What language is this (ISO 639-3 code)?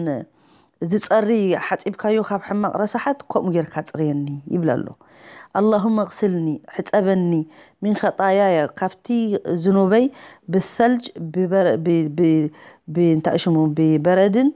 tir